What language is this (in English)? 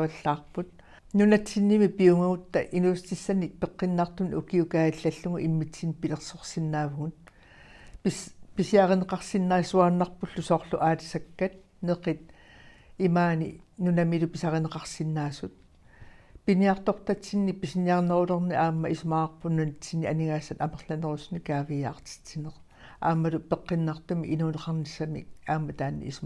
Kalaallisut